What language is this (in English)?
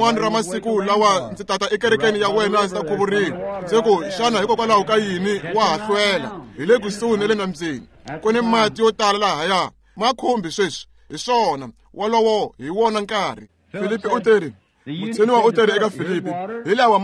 Tsonga